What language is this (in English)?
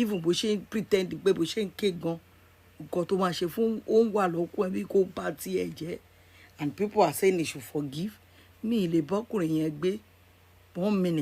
Yoruba